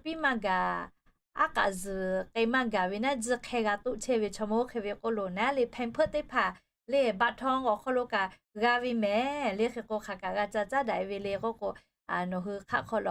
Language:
Lahu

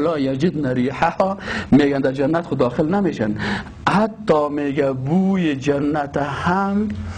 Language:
Persian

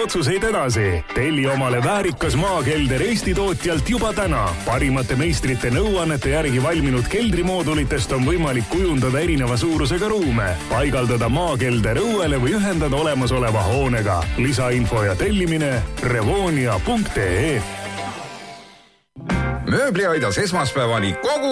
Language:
Estonian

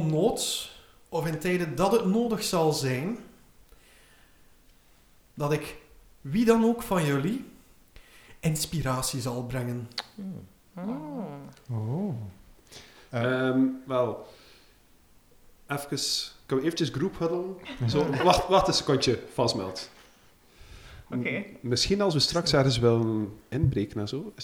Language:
Dutch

